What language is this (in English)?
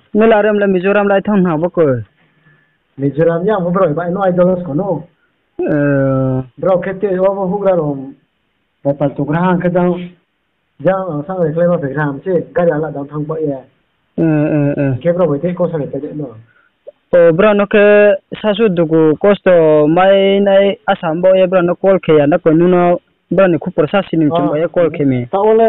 Riang (India)